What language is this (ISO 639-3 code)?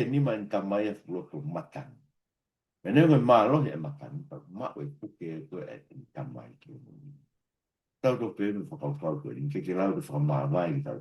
ton